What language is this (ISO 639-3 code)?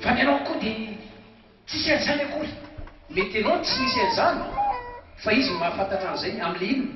mlg